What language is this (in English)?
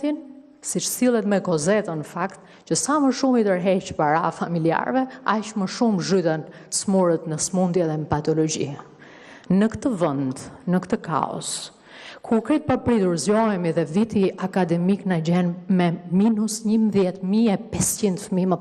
Albanian